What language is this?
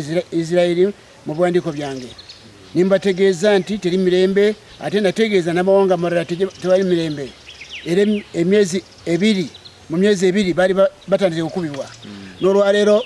Ganda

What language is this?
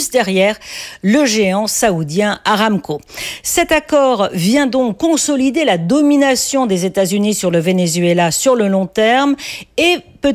French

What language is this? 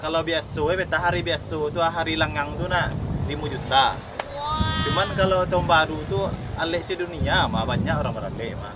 Minangkabau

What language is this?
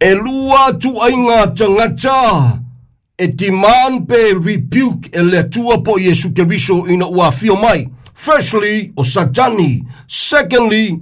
Samoan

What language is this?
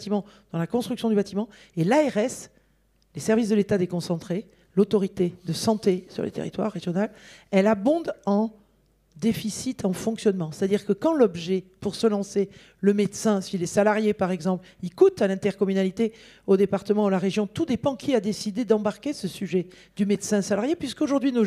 French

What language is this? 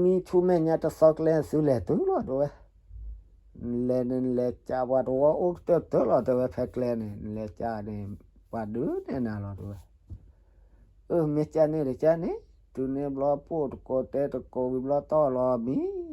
S'gaw Karen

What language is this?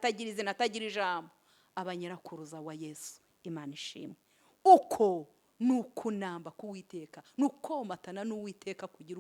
Kinyarwanda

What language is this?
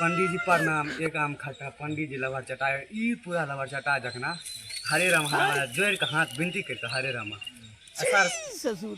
Maithili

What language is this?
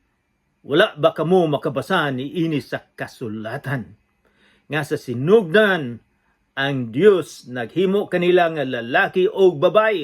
Cebuano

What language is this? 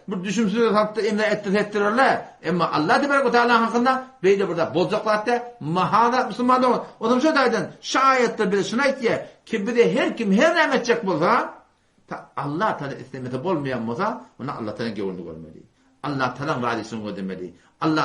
Turkmen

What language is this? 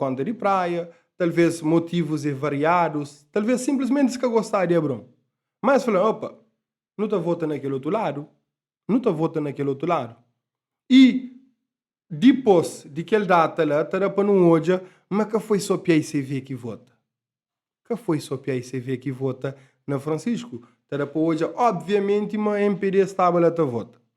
Kabuverdianu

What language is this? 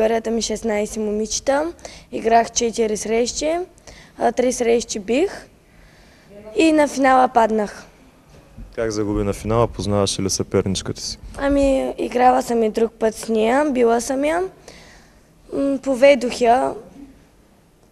Bulgarian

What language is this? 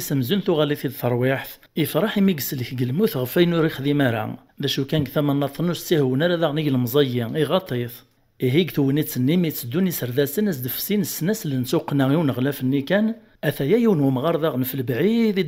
Kabyle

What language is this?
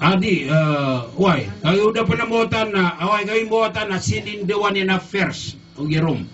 Maranao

